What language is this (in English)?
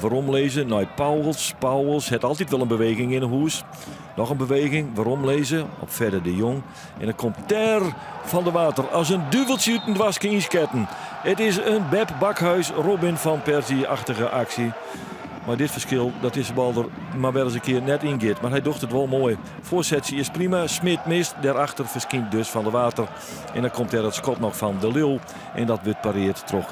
Western Frisian